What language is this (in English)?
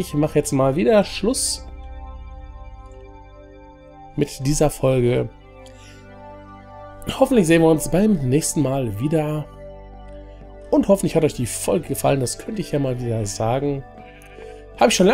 German